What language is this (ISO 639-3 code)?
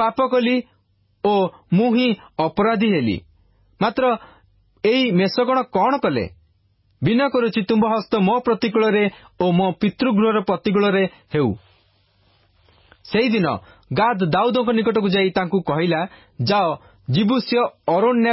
ori